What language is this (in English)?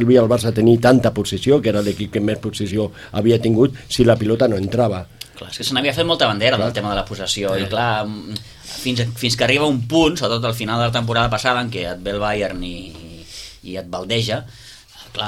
Catalan